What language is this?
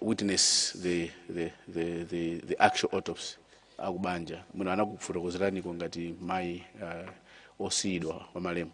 Nyanja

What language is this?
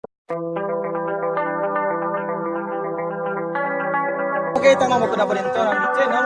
Manado Malay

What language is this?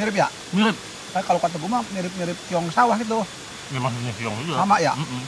Betawi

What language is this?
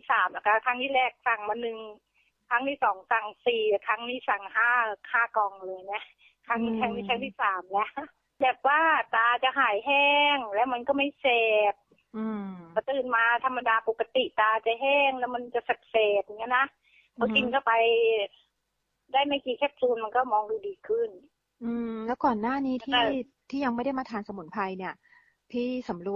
Thai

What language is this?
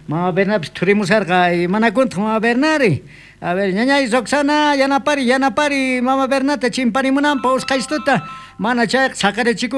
South Bolivian Quechua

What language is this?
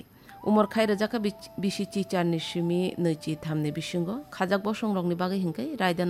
Kok Borok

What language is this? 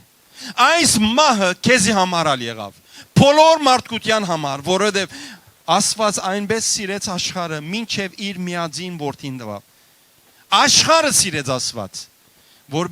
Western Armenian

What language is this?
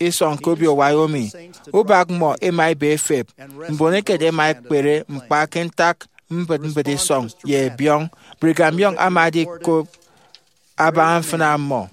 Efik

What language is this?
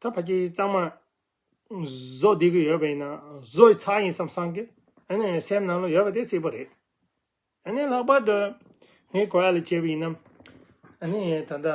Tibetan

